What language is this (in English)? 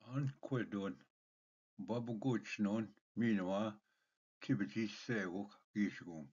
Ojibwa